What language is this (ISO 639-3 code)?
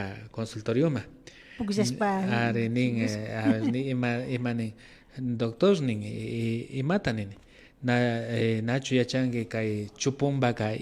qvi